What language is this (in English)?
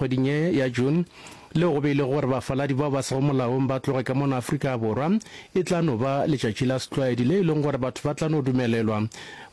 Northern Sotho